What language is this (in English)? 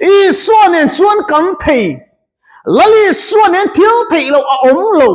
Mizo